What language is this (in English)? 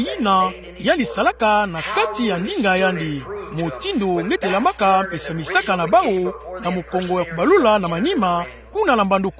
Kituba (Democratic Republic of Congo)